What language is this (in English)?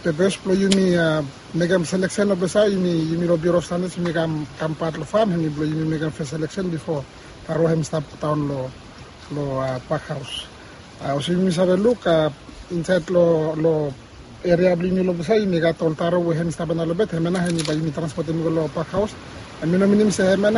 Bislama